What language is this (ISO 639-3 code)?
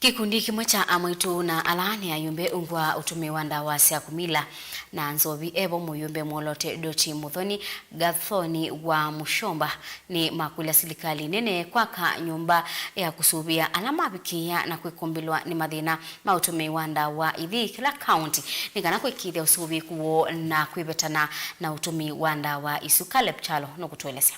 kam